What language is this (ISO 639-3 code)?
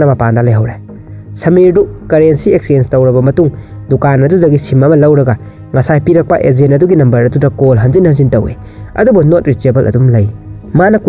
mni